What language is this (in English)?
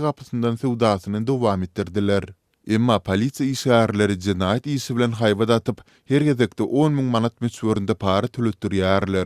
Turkmen